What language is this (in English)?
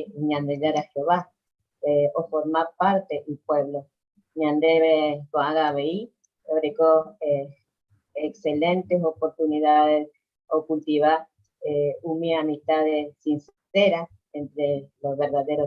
Guarani